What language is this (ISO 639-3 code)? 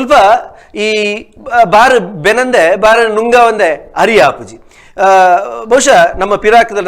tcy